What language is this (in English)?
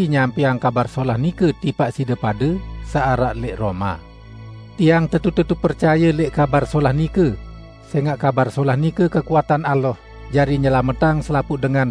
Sasak